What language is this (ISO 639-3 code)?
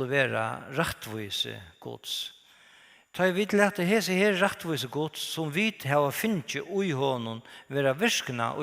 fao